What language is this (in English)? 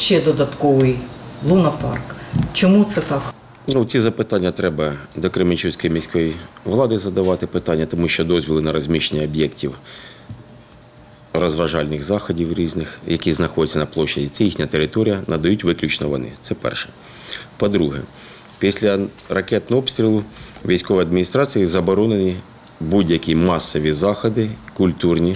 Ukrainian